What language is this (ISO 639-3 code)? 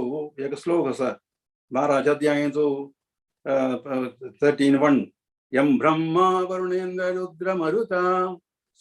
kok